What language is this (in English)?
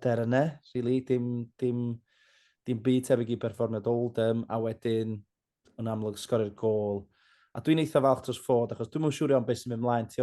Welsh